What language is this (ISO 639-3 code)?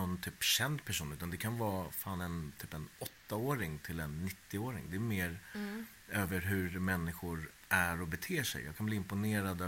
swe